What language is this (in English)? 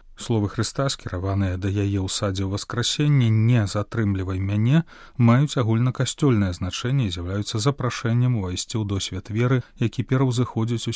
Belarusian